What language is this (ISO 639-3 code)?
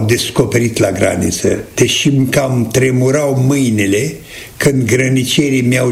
ron